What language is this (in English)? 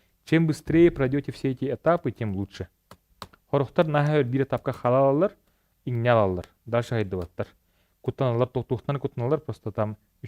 Yakut